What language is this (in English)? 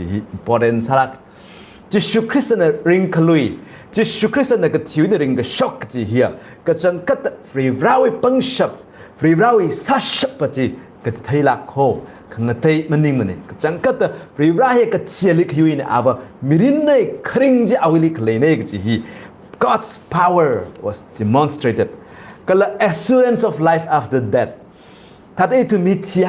Tangkhul Naga (India)